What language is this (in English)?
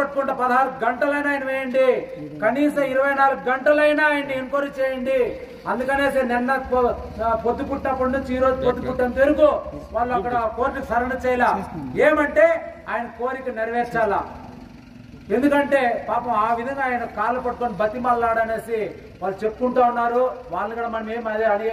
Telugu